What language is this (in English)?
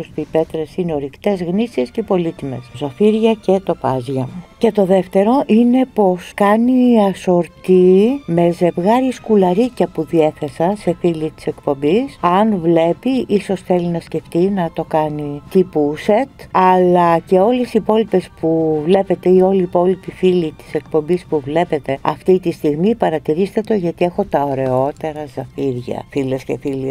Greek